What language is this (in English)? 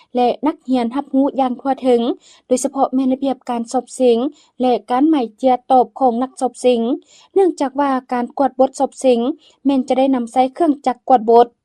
Lao